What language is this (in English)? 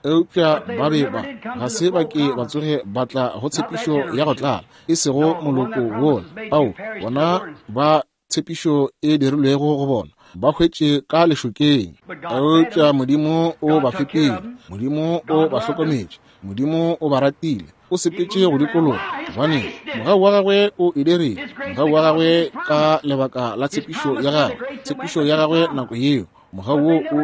Northern Sotho